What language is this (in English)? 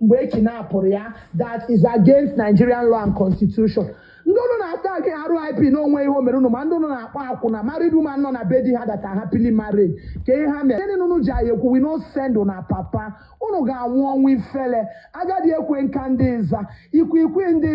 Igbo